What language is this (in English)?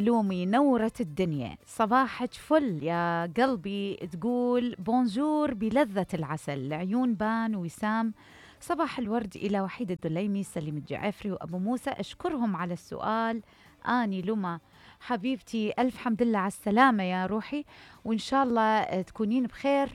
Mesopotamian Arabic